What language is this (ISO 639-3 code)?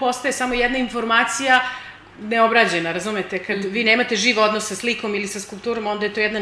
srp